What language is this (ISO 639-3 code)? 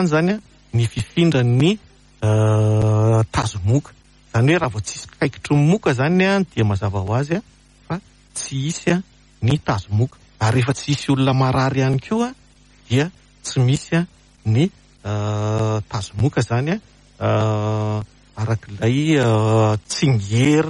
mlg